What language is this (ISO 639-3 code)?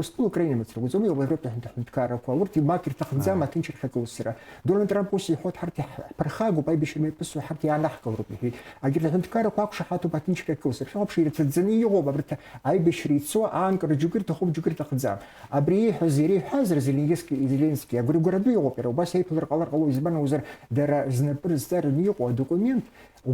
abk